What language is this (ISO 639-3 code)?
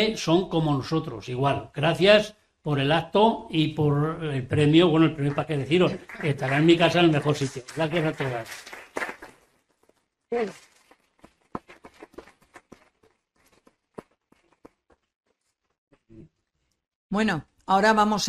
spa